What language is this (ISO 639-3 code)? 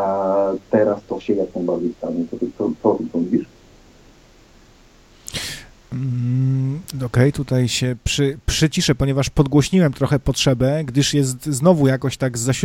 pol